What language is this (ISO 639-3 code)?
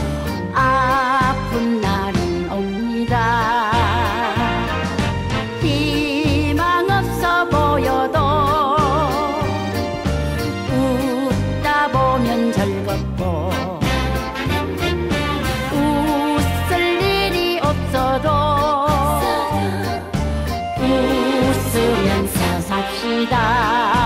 kor